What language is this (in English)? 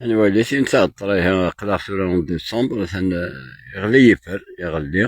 Kabyle